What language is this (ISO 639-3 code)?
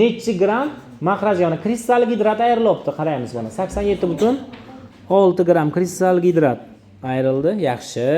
uzb